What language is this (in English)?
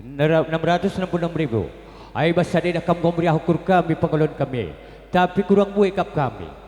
Batak Karo